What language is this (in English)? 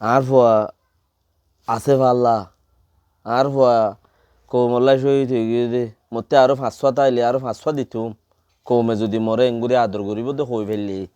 Rohingya